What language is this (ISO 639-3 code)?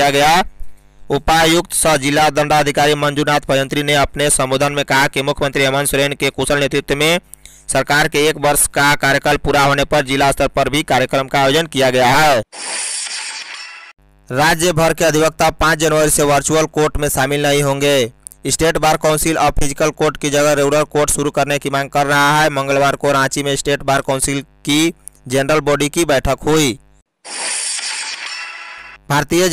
hin